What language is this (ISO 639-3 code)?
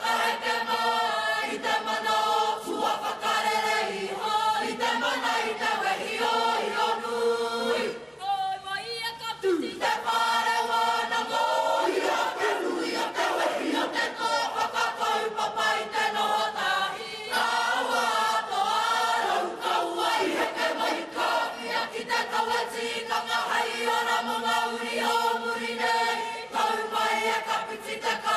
mri